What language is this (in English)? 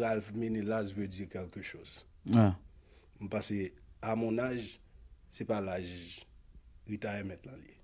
Haitian Creole